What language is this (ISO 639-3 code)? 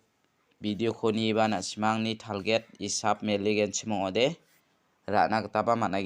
grt